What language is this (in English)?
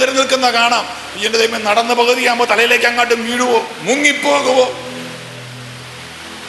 Malayalam